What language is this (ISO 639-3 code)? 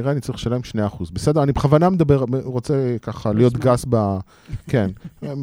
heb